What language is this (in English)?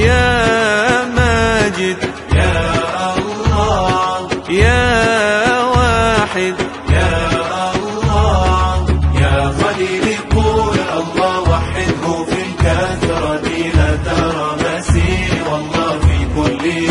Arabic